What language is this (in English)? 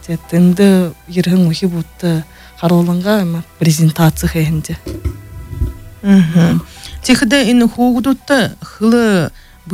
Buriat